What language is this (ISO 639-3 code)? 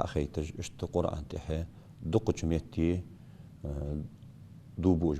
inh